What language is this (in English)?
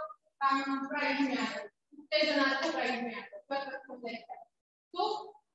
Marathi